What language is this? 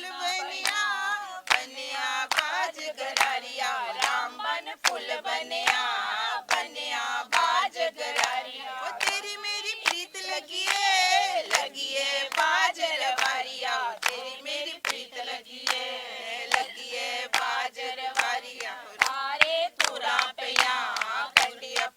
Dogri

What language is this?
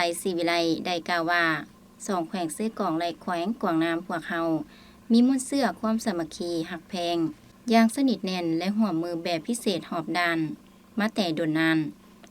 Lao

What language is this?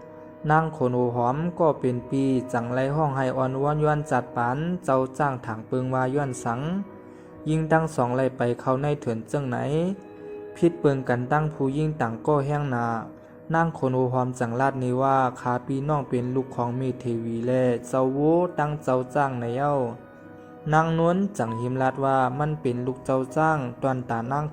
Shan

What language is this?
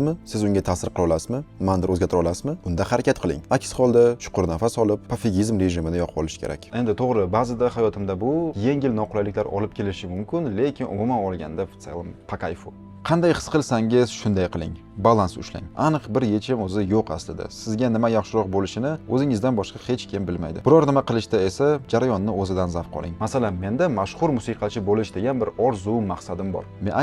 Uzbek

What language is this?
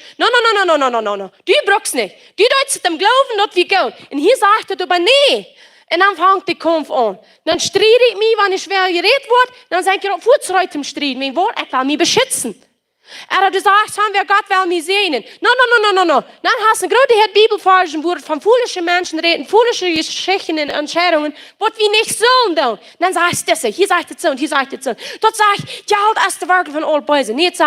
Plautdietsch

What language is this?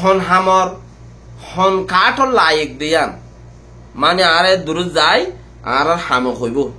Rohingya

